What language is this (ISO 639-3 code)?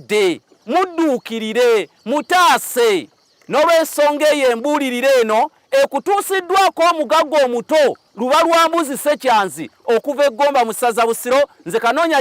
lug